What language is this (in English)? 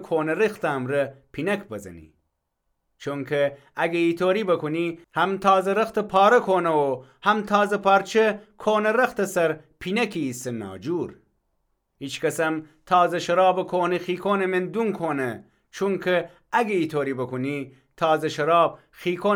Gilaki